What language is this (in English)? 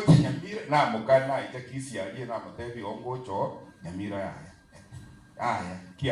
Gusii